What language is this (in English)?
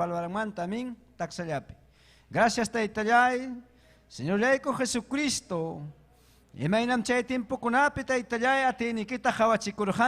Ayacucho Quechua